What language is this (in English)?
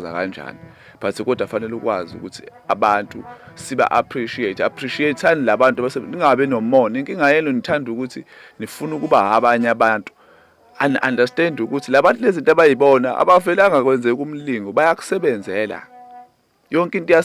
Zulu